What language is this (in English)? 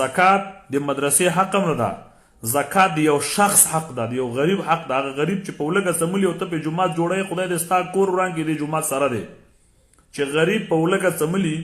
Pashto